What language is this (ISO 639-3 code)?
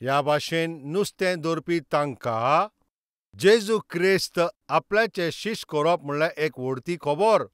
kok